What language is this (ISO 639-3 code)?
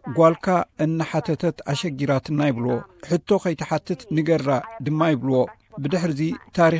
tir